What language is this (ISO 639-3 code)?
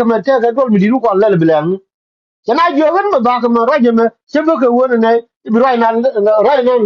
nus